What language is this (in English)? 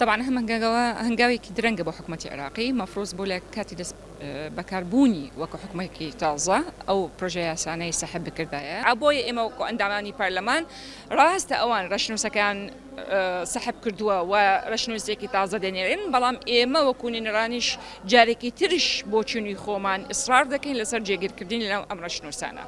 Central Kurdish